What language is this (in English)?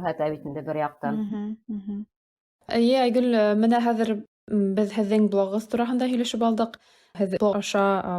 Bashkir